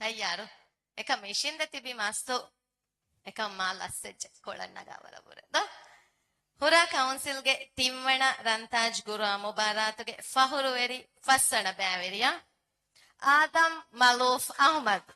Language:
Divehi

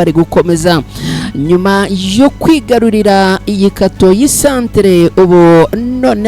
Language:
Kinyarwanda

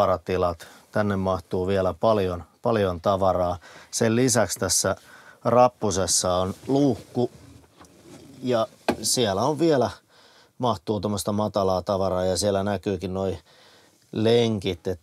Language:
Finnish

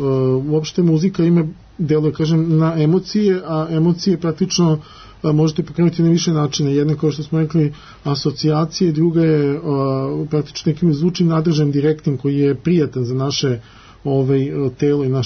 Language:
Serbian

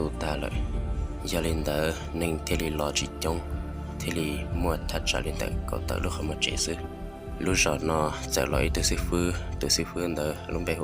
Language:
Hmong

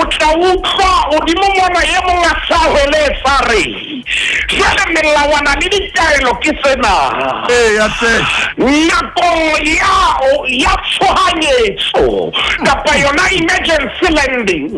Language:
Southern Sotho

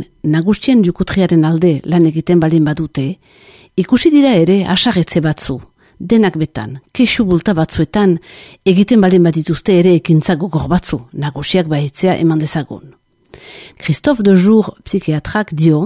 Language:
Basque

